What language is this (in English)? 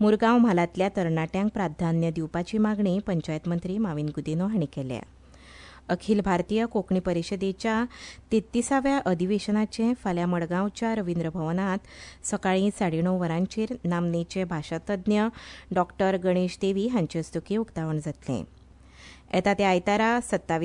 Konkani